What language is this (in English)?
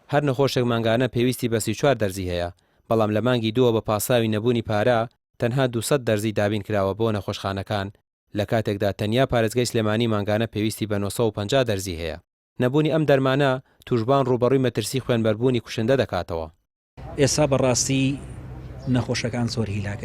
Central Kurdish